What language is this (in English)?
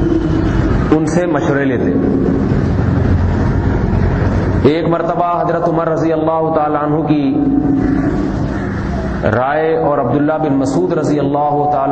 Urdu